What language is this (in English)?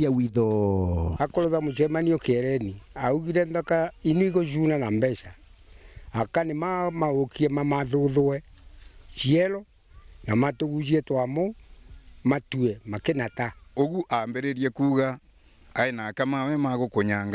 Meru